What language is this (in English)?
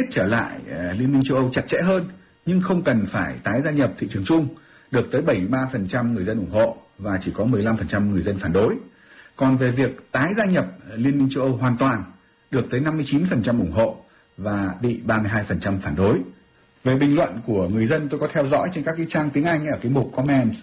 Vietnamese